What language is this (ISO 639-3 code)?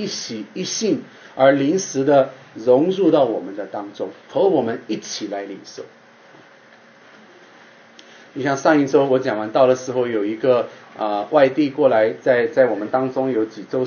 zho